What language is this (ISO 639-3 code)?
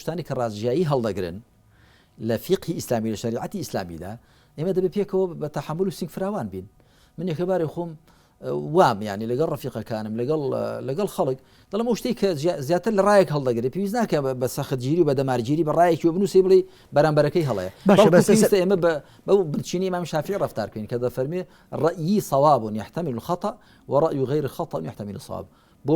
ckb